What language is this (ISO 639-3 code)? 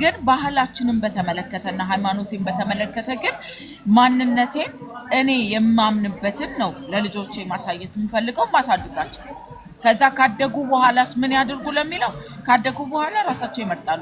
amh